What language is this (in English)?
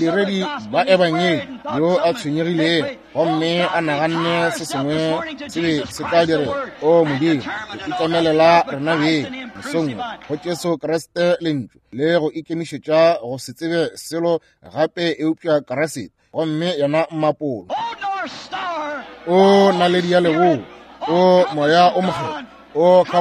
Northern Sotho